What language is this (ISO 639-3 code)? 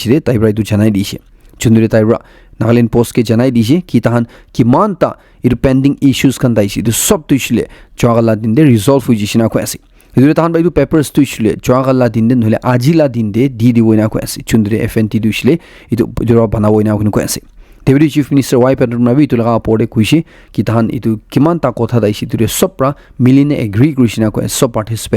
nag